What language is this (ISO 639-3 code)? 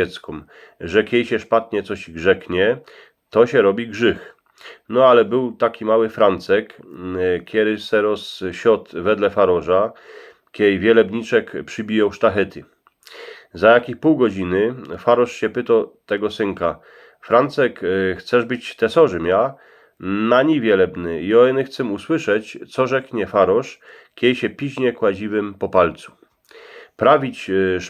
szl